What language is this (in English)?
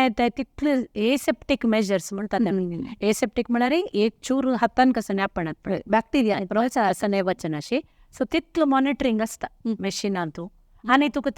Konkani